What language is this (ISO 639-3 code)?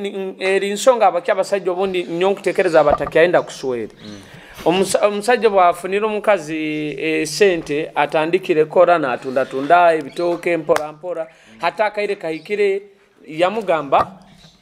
nyo